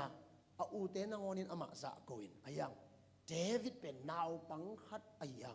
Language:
Tedim Chin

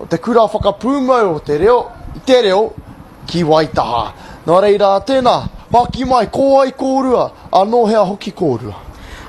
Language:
Māori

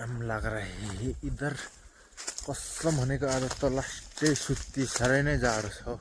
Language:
Nepali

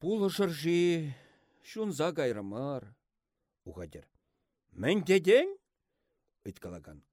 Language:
Chuvash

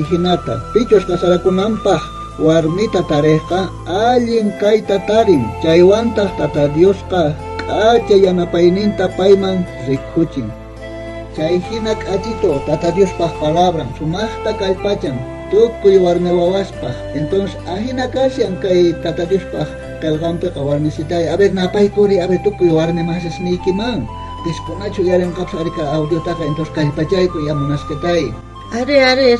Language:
South Bolivian Quechua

